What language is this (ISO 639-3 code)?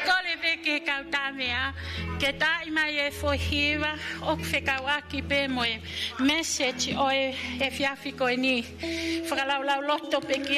ton